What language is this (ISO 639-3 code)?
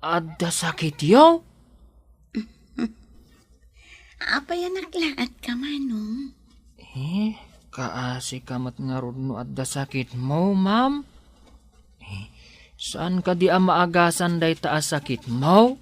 ilo